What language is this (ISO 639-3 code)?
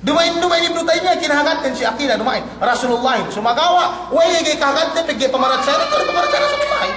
yka